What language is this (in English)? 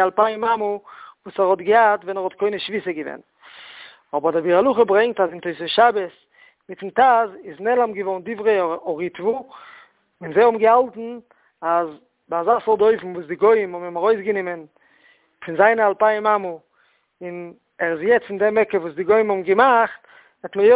Yiddish